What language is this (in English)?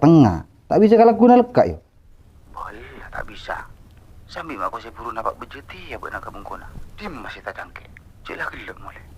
Madurese